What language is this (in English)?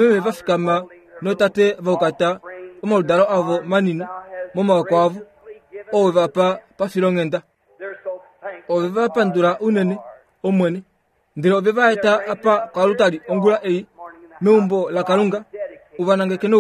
Kuanyama